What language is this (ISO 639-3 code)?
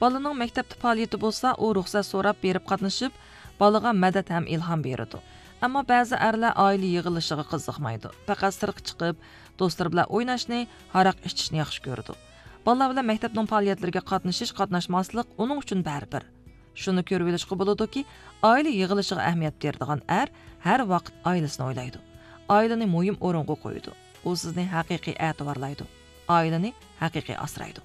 uig